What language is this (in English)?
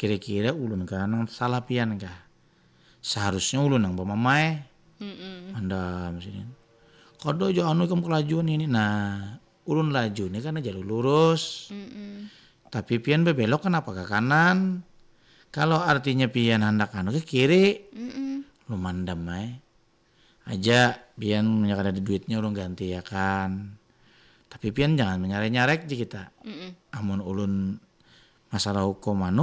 Banjar